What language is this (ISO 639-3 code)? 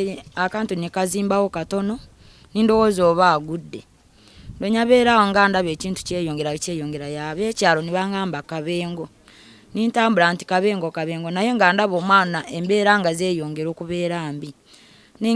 lug